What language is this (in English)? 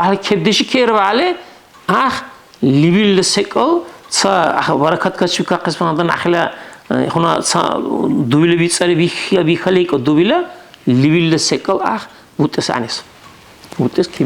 Dargwa